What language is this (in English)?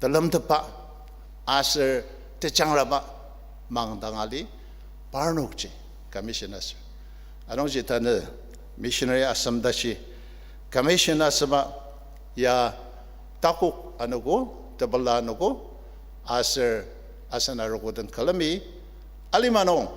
Ao Naga